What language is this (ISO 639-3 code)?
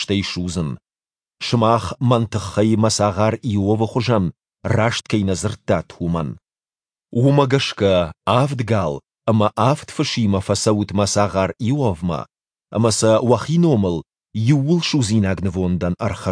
oss